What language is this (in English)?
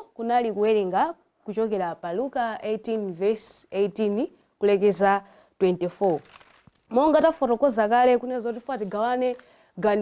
Nyanja